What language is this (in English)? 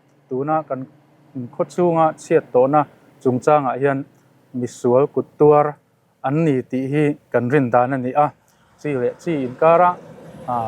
Mizo